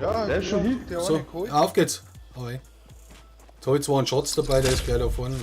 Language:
Bavarian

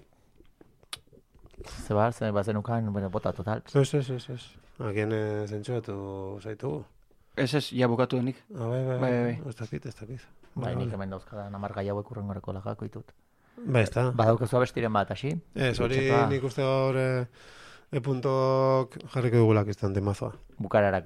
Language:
Basque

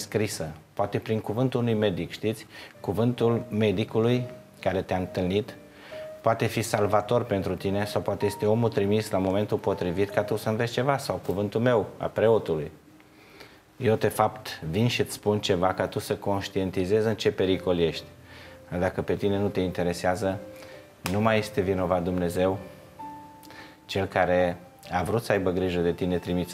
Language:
Romanian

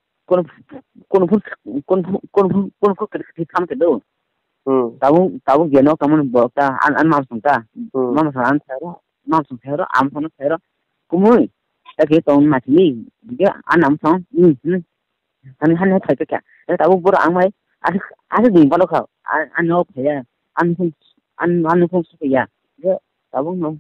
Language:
Kok Borok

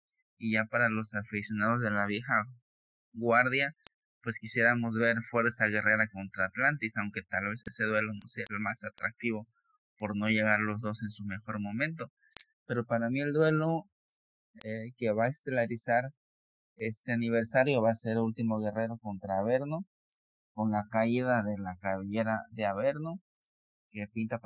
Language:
Spanish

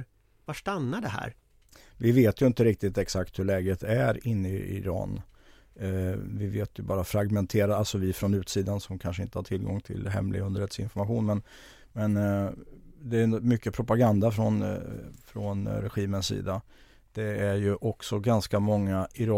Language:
Swedish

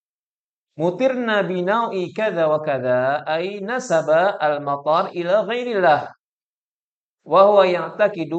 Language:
Indonesian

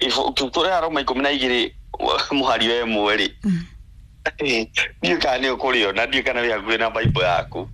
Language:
Kikuyu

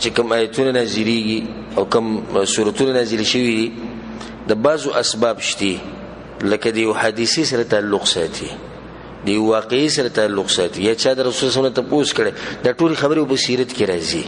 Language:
Pashto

